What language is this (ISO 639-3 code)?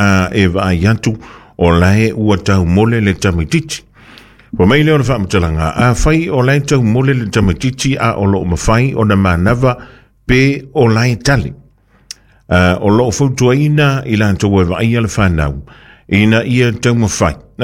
smo